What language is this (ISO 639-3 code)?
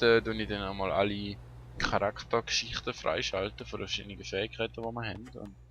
gsw